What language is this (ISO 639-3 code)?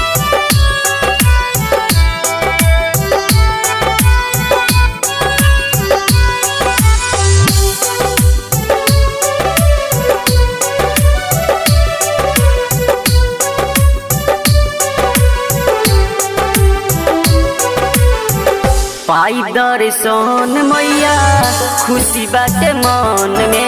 bho